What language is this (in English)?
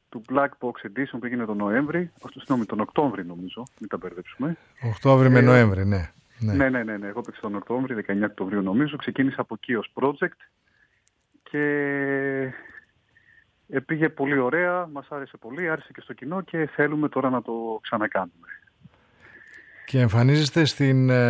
Greek